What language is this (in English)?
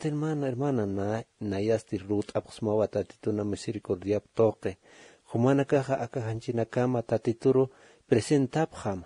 Aymara